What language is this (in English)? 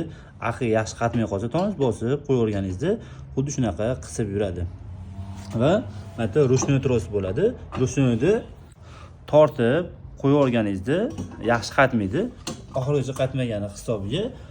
Uzbek